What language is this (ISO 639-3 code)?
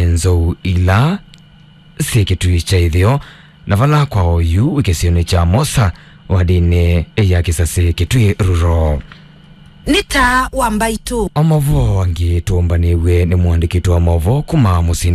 kam